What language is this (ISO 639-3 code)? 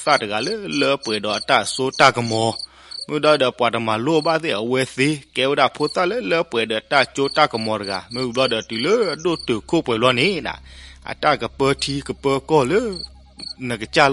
ksw